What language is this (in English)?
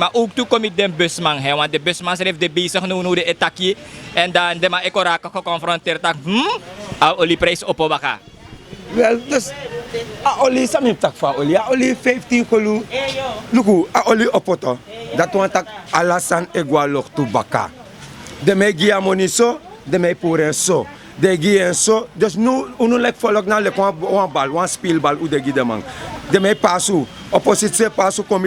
Sranan Tongo